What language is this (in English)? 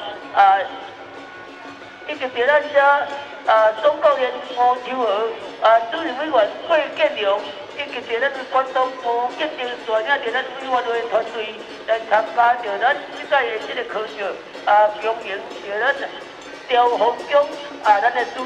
Min Nan Chinese